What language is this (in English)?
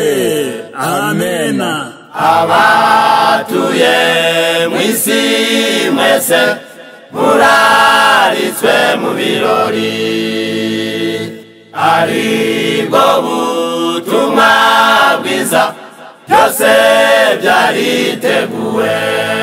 Kinyarwanda